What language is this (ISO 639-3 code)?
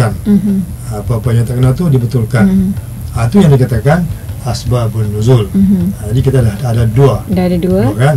msa